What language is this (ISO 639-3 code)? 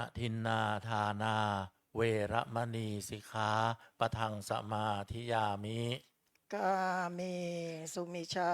pli